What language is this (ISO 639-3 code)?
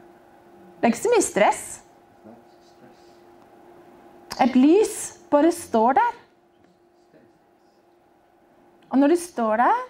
nor